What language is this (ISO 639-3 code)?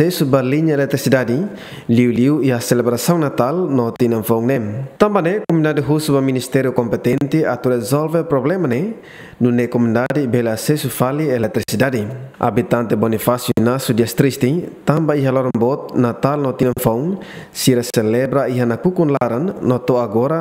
tet